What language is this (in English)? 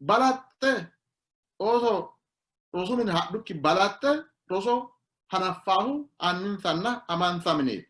Sidamo